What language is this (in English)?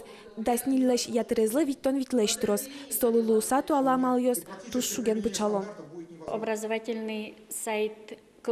Udmurt